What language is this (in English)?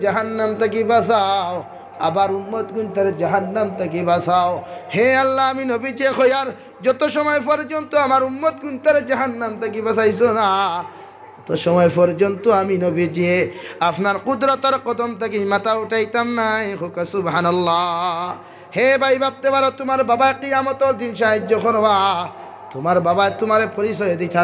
Sylheti